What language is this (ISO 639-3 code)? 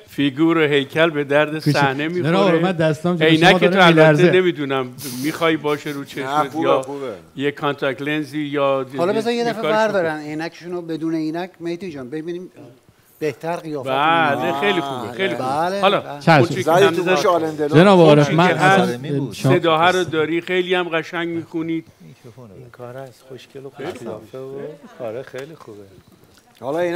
fas